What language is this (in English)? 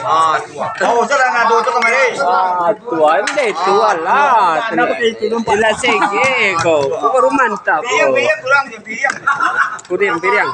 Minangkabau